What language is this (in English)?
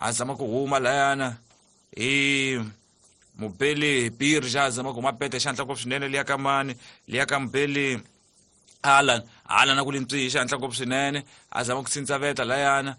Tsonga